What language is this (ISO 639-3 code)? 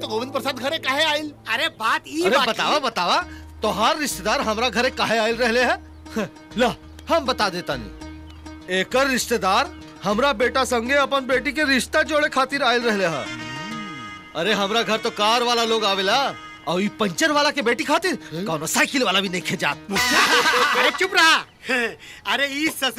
bho